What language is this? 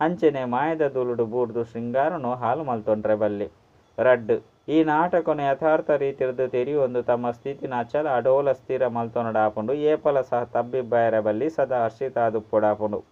Tulu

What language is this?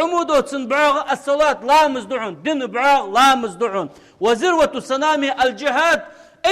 Ingush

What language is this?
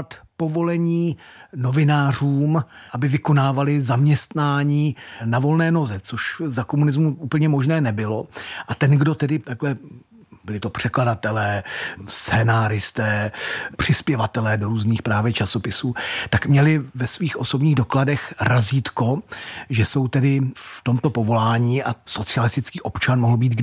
Czech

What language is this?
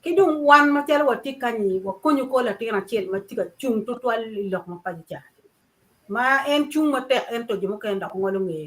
Acoli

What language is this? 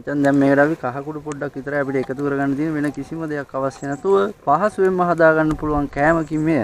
Sinhala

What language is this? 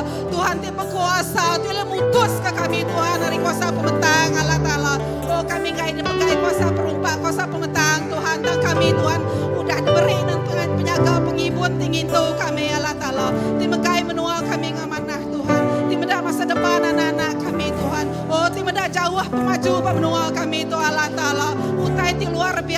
Iban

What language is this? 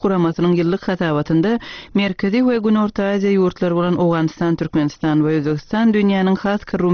Turkmen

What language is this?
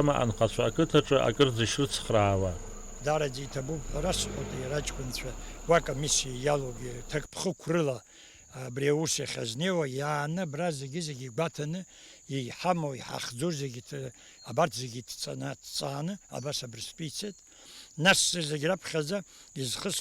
Abkhazian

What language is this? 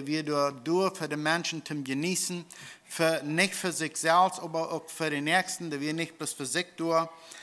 Plautdietsch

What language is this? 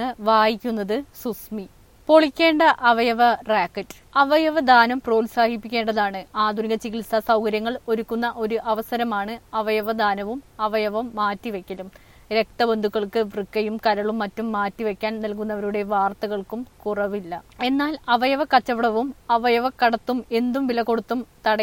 Malayalam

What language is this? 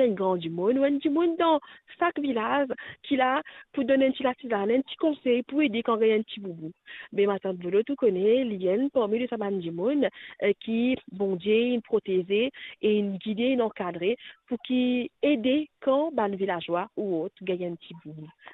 Morisyen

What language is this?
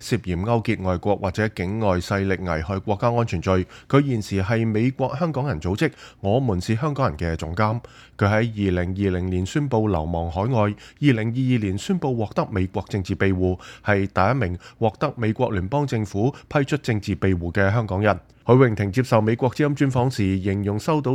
Cantonese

